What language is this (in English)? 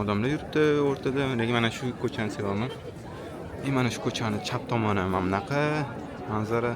Uzbek